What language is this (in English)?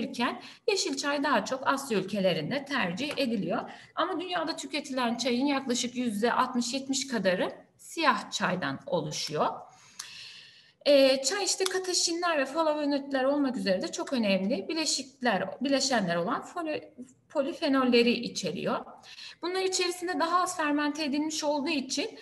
Turkish